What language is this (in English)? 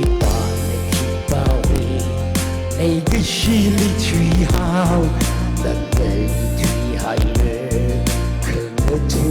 Tangkhul Naga (India)